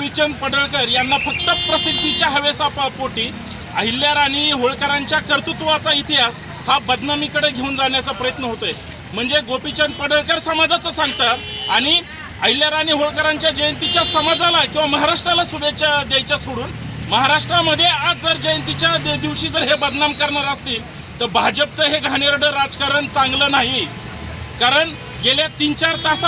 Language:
Marathi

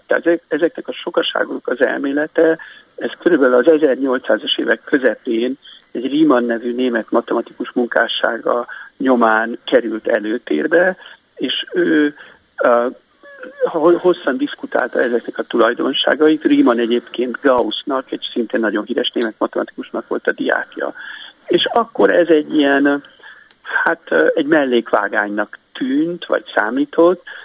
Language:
Hungarian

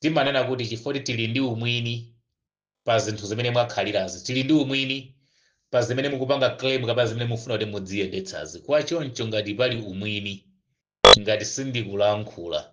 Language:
Nyanja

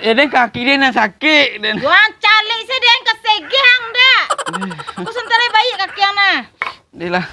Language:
Minangkabau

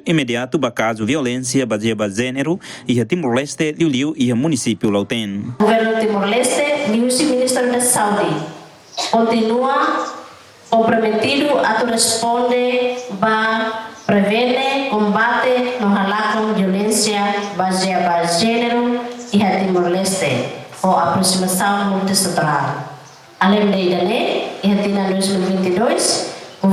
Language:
Tetum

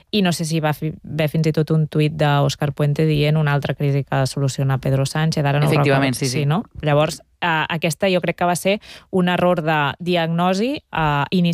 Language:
Catalan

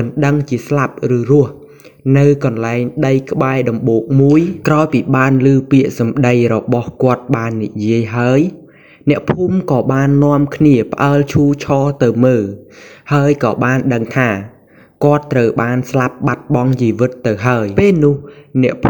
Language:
Khmer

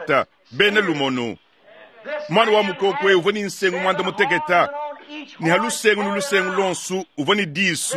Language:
Luba-Lulua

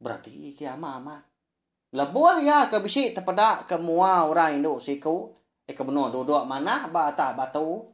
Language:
Iban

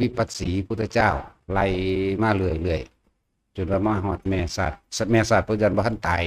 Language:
Northeastern Thai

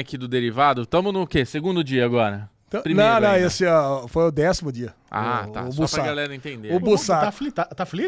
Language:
Portuguese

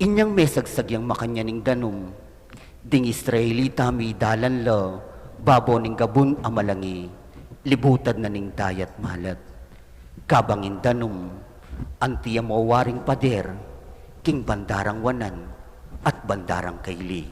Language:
Pampanga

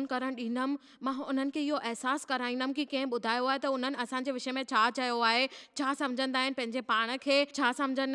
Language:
Sindhi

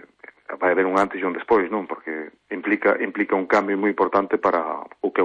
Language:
Galician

